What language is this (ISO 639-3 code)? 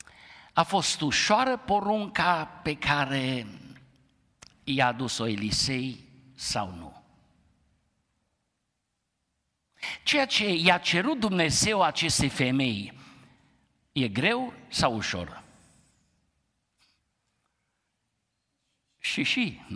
ron